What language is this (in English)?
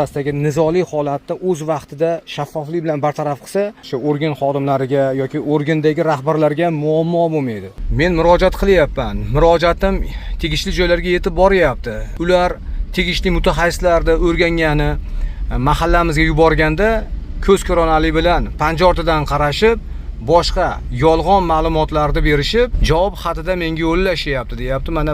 Uzbek